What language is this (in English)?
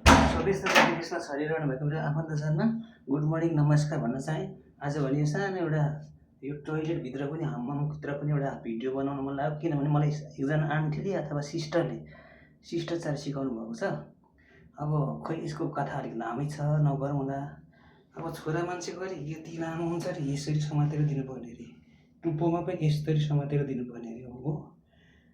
Nepali